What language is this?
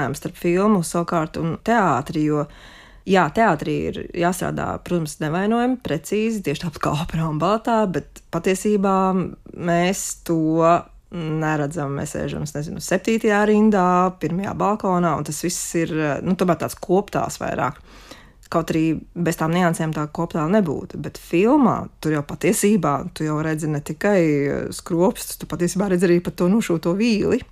Latvian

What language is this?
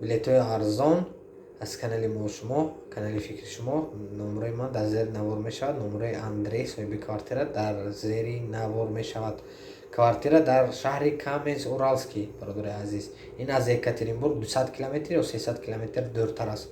Tajik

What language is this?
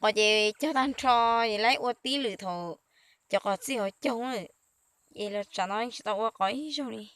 Hmong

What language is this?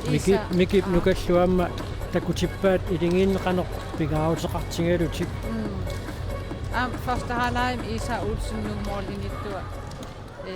Kalaallisut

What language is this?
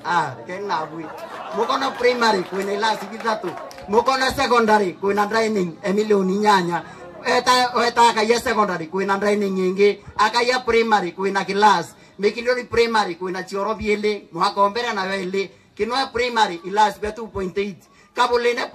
Meru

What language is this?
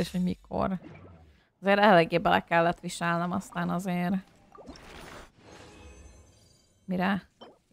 Hungarian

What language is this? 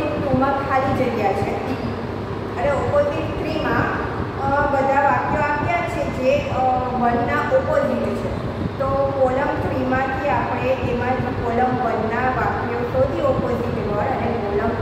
Gujarati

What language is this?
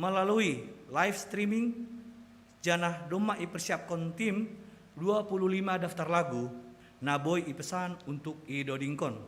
Batak Simalungun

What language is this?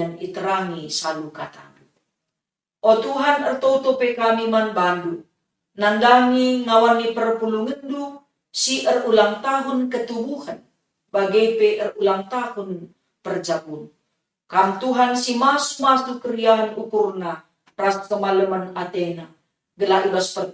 Batak Karo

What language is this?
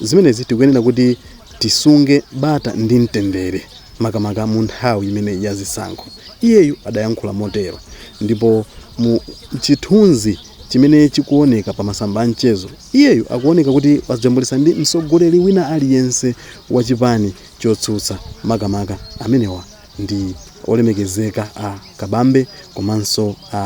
Nyanja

